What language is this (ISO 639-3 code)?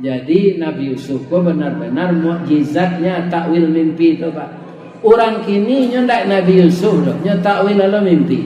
min